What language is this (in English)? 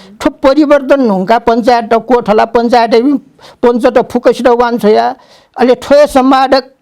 Newari